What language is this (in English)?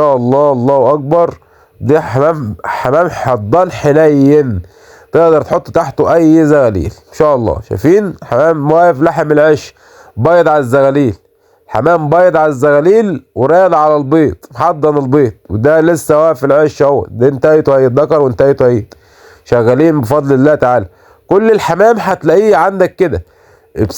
Egyptian Arabic